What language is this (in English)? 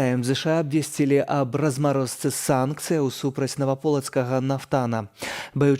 Belarusian